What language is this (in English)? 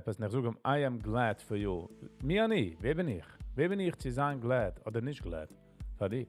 Yiddish